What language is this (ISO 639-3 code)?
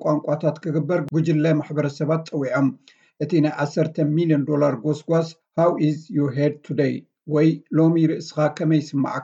tir